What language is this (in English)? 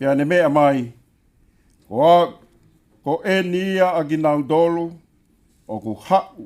Tongan